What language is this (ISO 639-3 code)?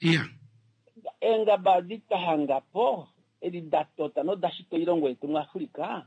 kua